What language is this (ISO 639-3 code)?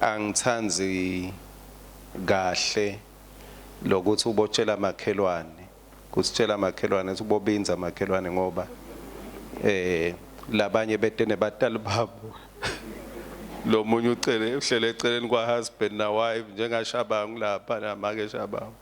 ssw